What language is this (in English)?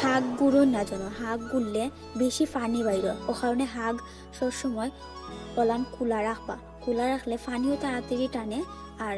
Sylheti